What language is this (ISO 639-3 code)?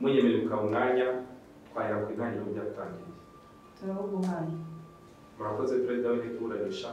kin